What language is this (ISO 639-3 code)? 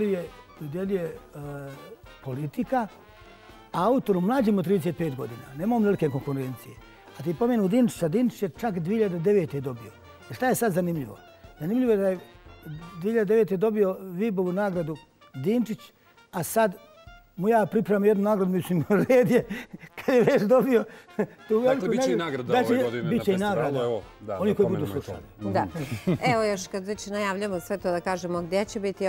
bos